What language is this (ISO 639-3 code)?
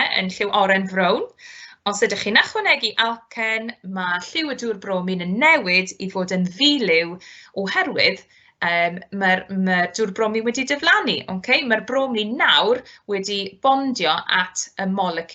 cym